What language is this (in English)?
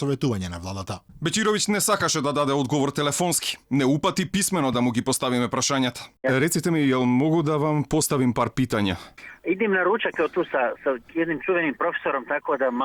Macedonian